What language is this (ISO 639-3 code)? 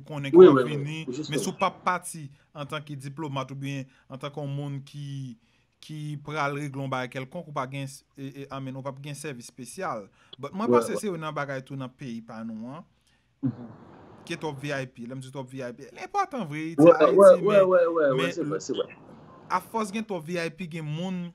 hat